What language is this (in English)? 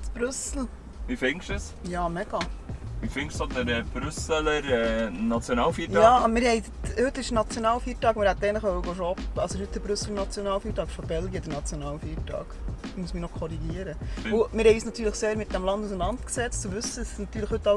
Swiss German